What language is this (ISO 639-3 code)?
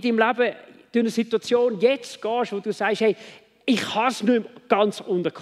gsw